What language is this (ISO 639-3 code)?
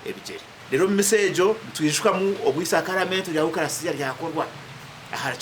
nyn